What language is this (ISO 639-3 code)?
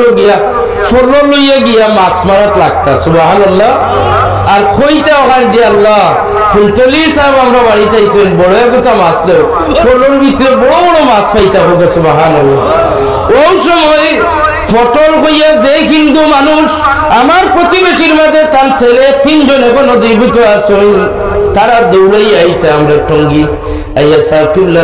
syl